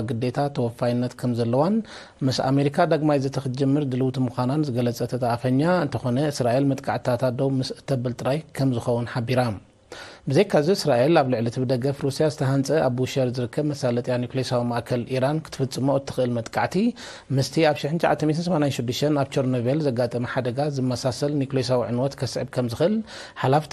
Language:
Tigrinya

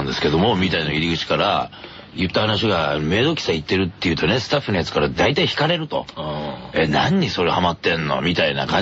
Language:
Japanese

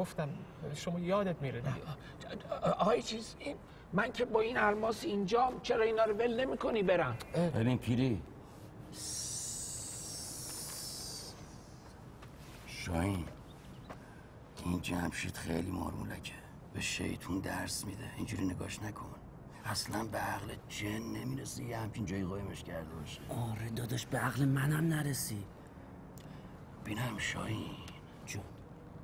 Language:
Persian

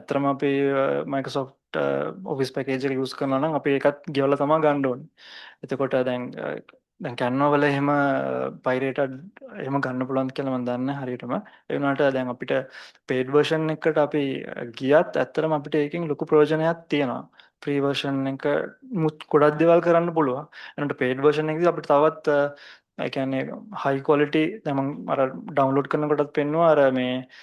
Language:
Sinhala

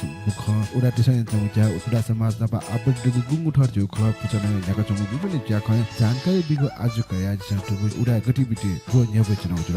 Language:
Newari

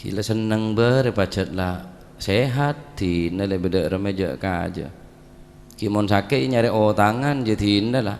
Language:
Madurese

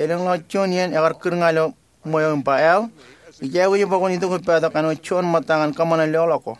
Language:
Marshallese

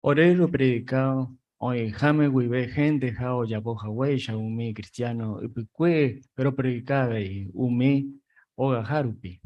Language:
Guarani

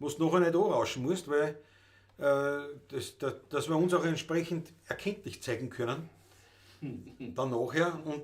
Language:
Bavarian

